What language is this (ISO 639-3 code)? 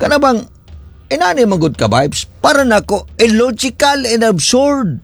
ceb